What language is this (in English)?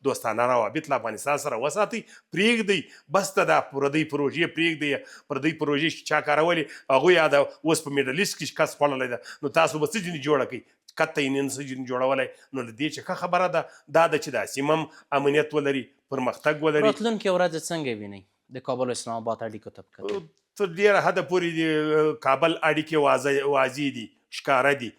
Pashto